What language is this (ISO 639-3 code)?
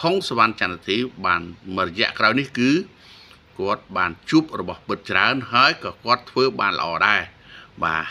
khm